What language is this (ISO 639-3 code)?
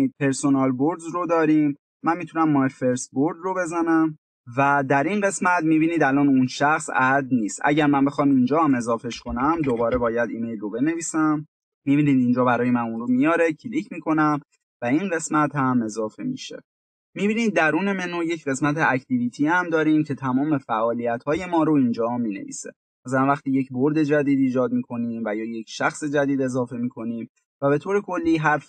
fas